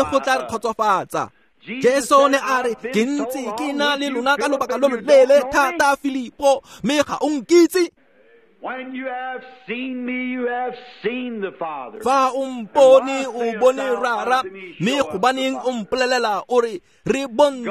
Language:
Tswana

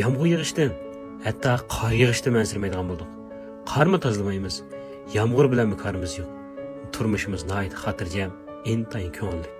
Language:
Uyghur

